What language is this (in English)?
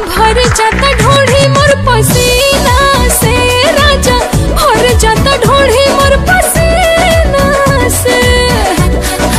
Bhojpuri